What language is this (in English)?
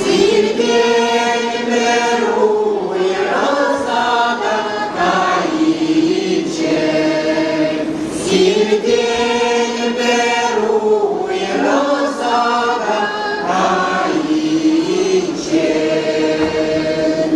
Chuvash